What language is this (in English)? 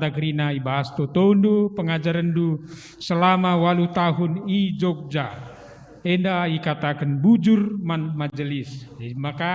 Batak Karo